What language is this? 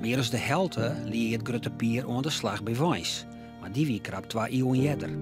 Western Frisian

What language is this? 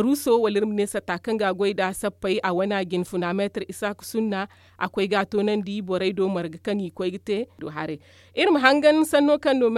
Zarma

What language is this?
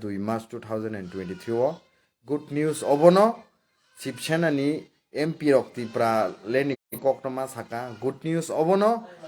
Kok Borok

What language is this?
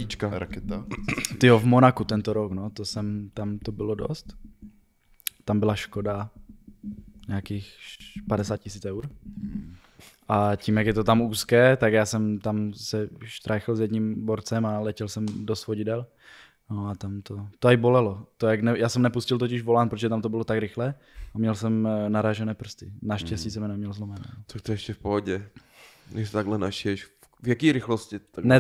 Czech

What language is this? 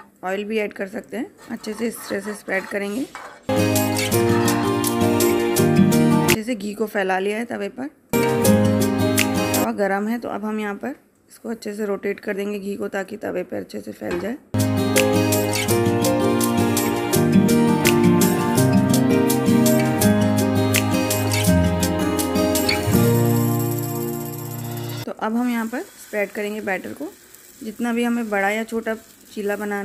Hindi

